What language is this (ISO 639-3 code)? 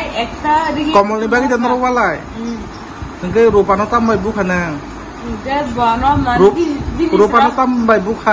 trp